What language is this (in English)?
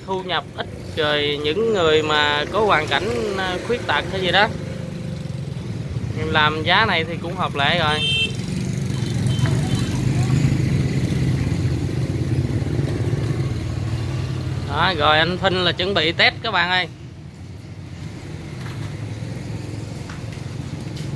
Vietnamese